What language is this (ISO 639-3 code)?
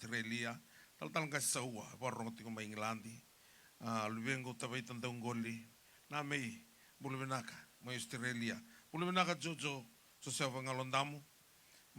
fij